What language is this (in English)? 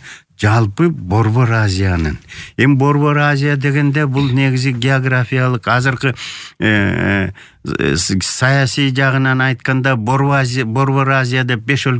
Kyrgyz